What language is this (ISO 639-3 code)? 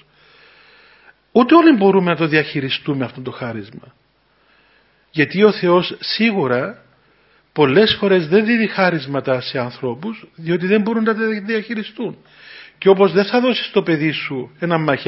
ell